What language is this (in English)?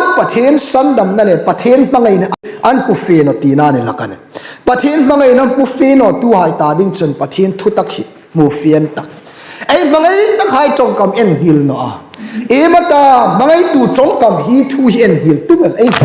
Hmar